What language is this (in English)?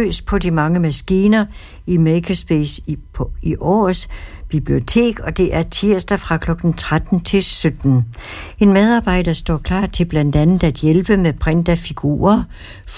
Danish